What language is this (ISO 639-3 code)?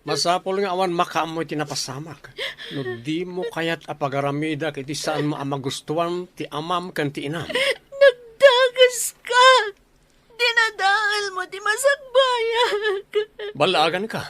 ilo